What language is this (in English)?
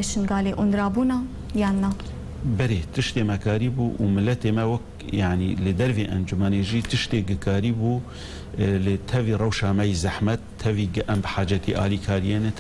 Kurdish